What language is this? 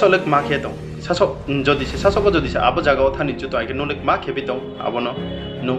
Riang (India)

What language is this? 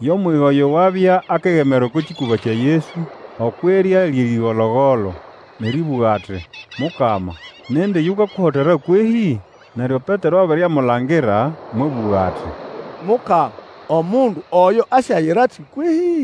Nande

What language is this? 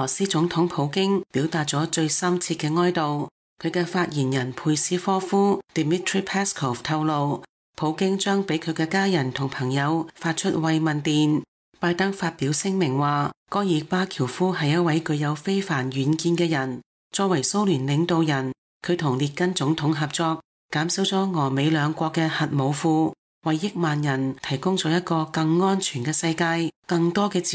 Cantonese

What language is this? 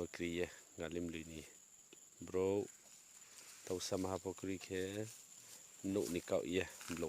Riang (India)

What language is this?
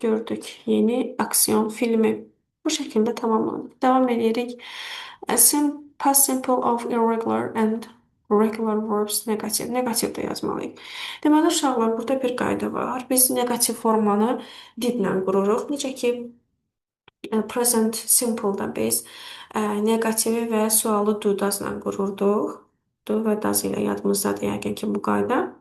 Azerbaijani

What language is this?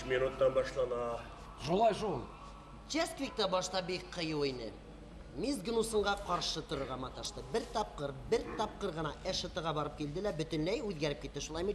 Bashkir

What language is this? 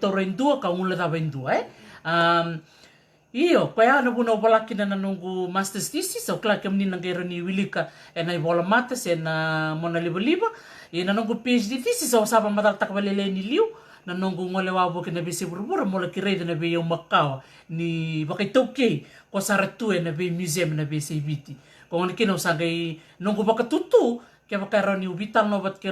Fijian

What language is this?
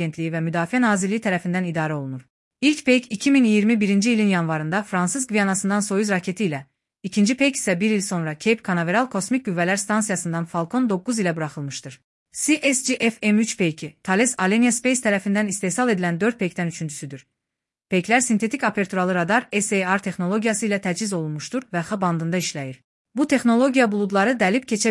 Azerbaijani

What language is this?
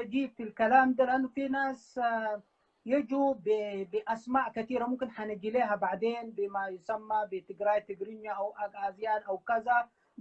Sudanese Arabic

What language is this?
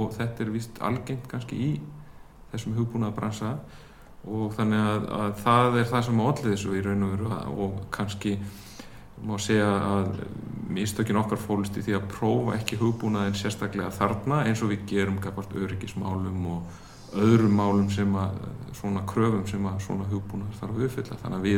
Icelandic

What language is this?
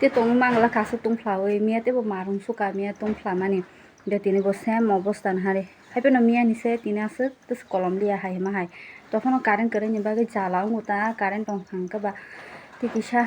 Kok Borok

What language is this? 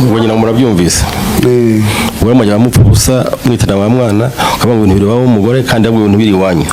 Kinyarwanda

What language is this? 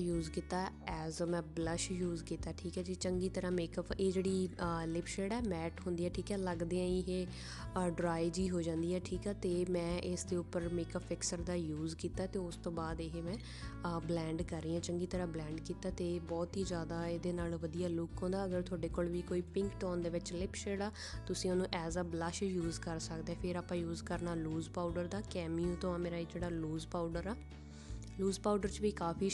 Punjabi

